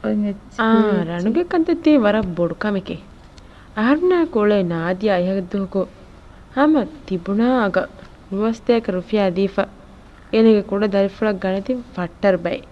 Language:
Divehi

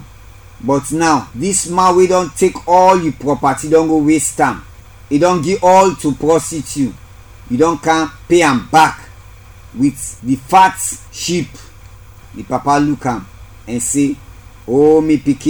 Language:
Krio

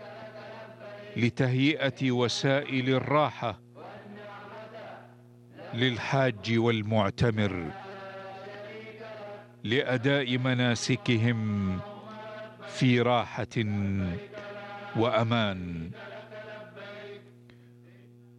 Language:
Arabic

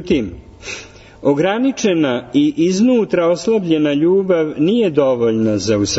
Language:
Serbian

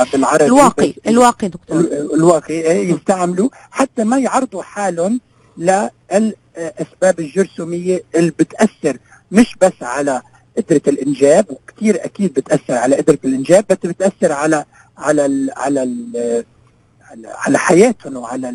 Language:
North Levantine Arabic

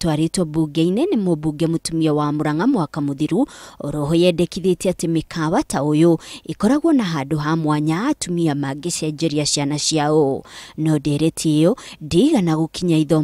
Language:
Kikuyu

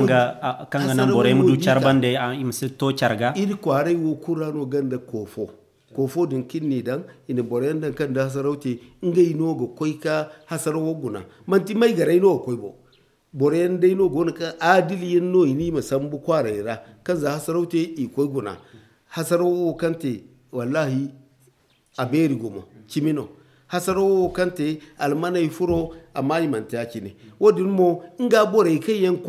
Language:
Zarma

